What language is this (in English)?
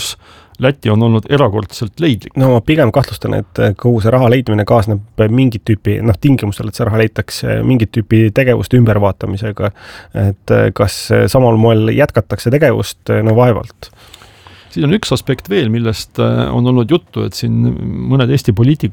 Estonian